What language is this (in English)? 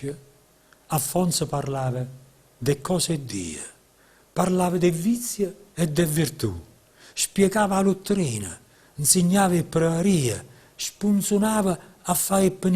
Neapolitan